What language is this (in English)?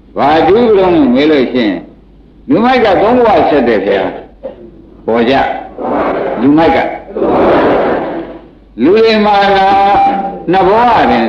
Burmese